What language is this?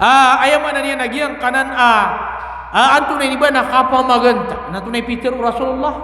Maranao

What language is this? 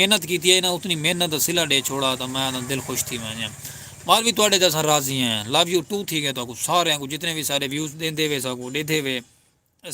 Saraiki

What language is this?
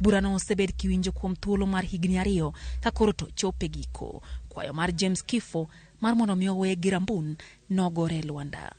Luo (Kenya and Tanzania)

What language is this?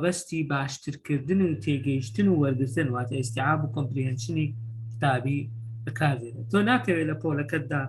Central Kurdish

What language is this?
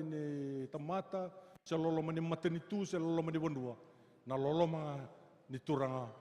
Fijian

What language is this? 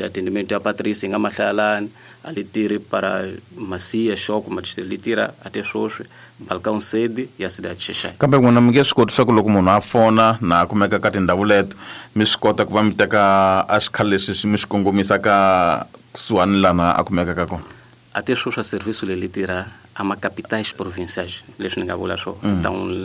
Tsonga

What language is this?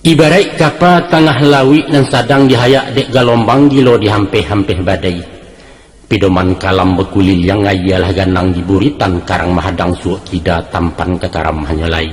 Minangkabau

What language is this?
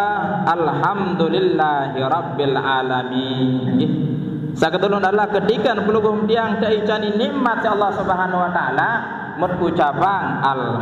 Sasak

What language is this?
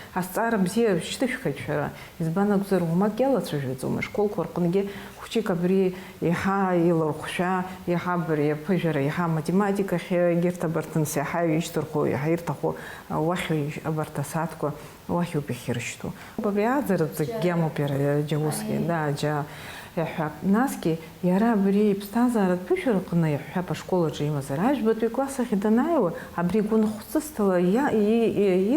Abkhazian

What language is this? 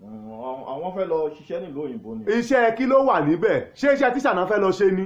Yoruba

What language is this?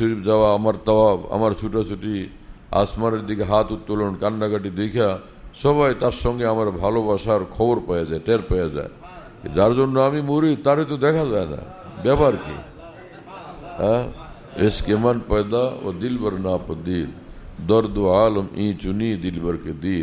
Bangla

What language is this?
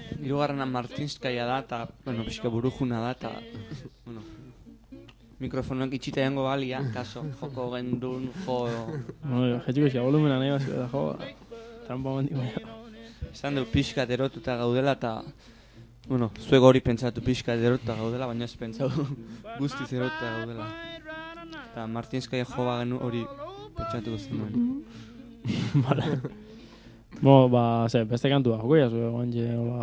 Basque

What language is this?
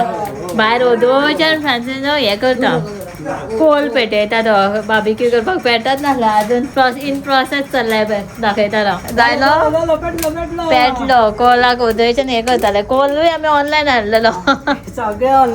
Konkani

